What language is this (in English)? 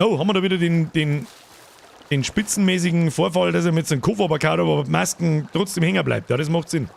Bavarian